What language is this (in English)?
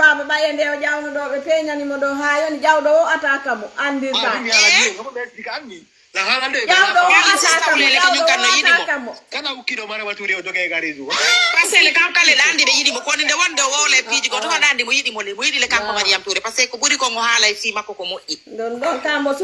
Fula